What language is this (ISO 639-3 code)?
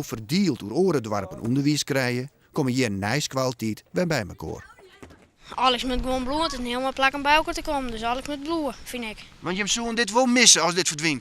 fry